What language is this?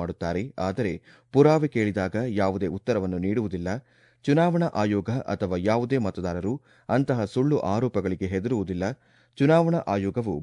Kannada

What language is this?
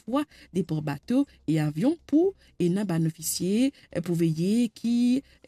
Morisyen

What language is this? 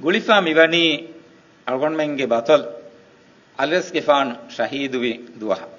Divehi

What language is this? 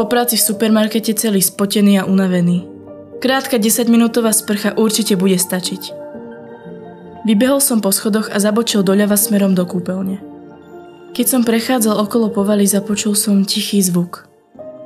Slovak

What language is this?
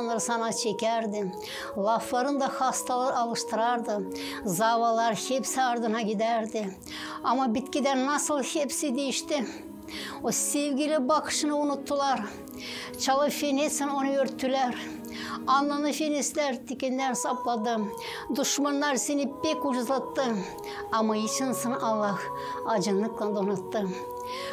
Gagauz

